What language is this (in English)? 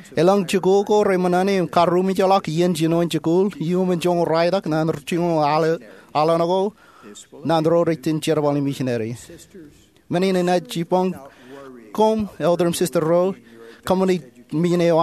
Marshallese